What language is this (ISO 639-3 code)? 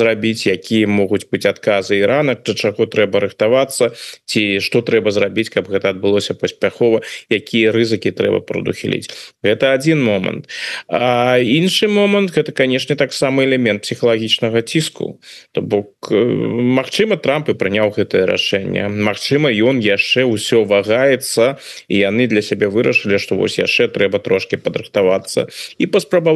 bel